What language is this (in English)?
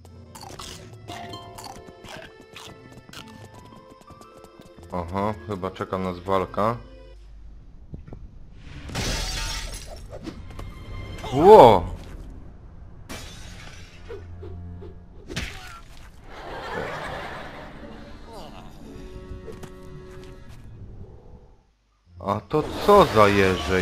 Polish